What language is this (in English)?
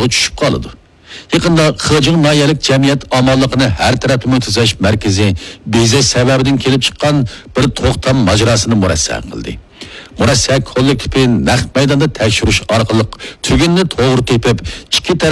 Uyghur